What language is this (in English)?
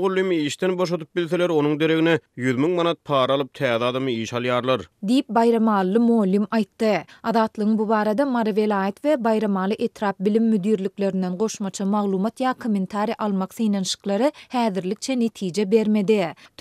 Turkmen